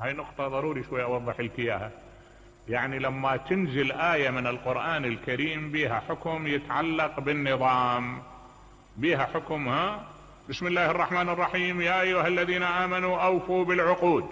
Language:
Mesopotamian Arabic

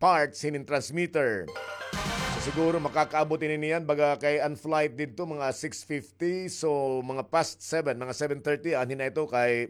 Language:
Waray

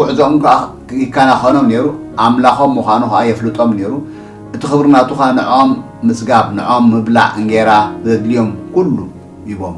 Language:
Tigrinya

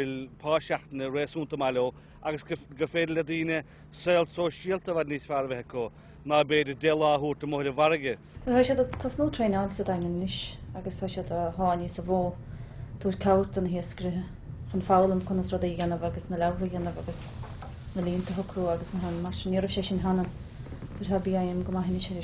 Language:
Irish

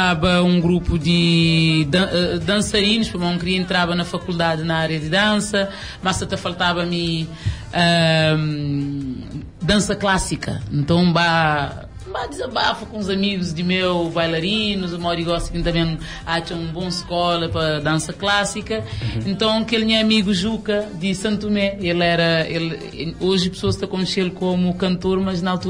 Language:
Kabuverdianu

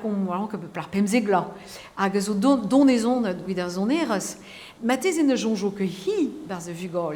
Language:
Breton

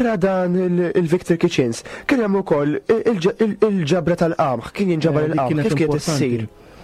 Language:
Maltese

